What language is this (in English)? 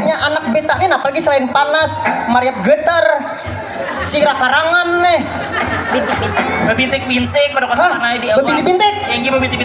Banjar